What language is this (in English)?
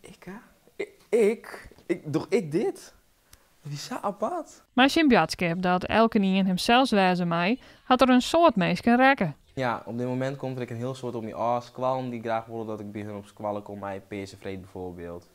Western Frisian